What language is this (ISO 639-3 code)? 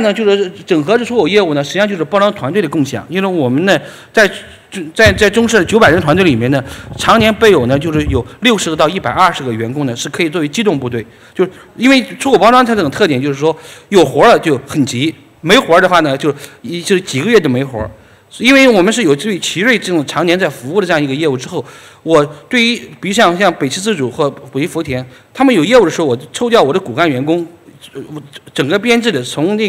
zho